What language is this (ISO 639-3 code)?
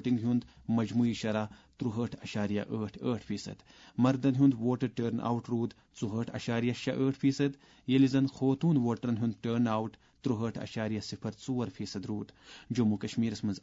kas